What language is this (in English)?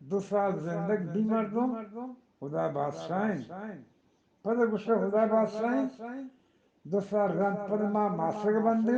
Eastern Balochi